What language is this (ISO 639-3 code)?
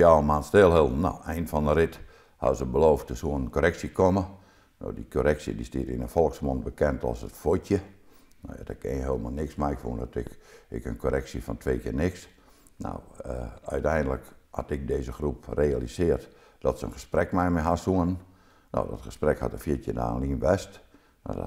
fry